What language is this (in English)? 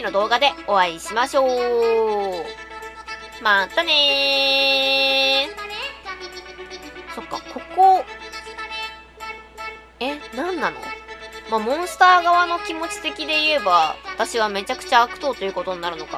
Japanese